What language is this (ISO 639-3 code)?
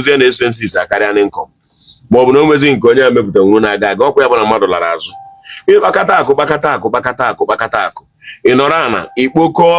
ibo